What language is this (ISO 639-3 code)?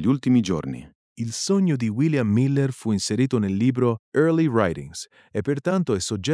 ita